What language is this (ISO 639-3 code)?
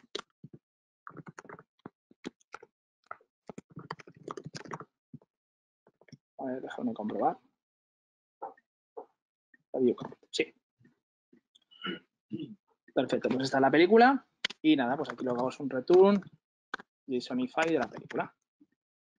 spa